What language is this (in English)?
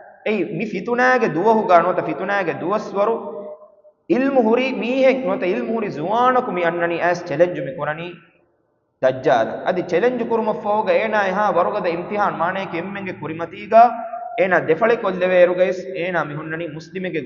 Divehi